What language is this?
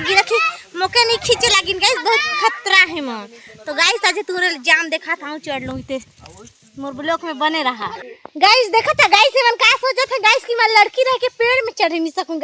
Chhattisgarhi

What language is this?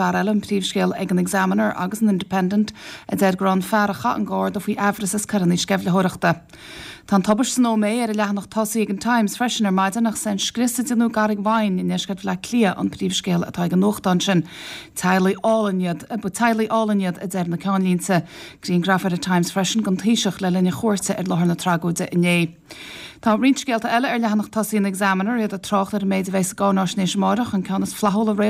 Irish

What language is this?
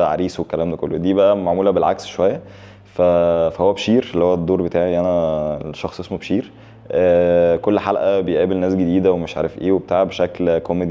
Egyptian Arabic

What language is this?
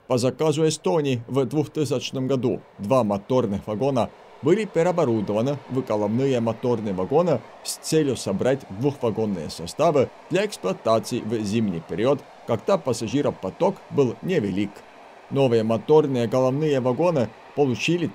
Russian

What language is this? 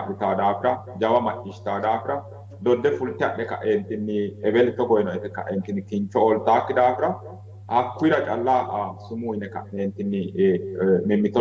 Sidamo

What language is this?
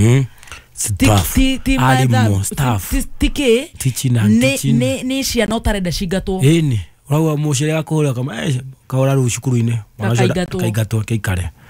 Kikuyu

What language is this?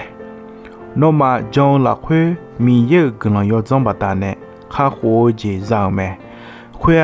Akha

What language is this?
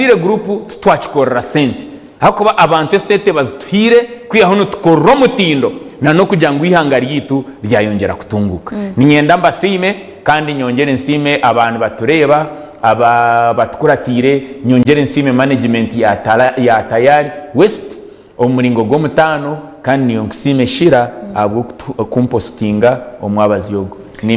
Nyankole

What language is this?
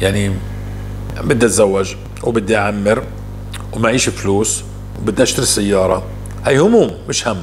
North Levantine Arabic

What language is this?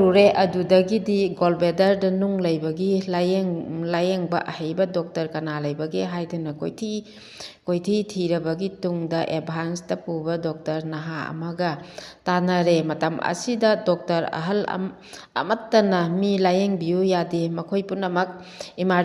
Manipuri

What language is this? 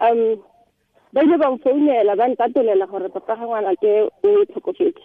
Tswana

